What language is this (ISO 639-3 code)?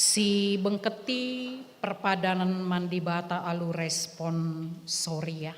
btx